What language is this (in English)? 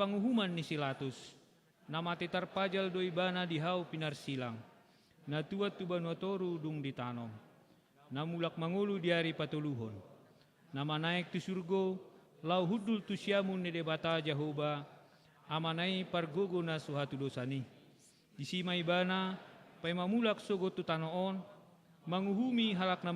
Batak Toba